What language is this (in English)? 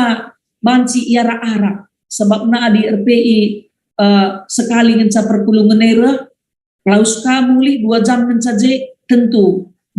Batak Karo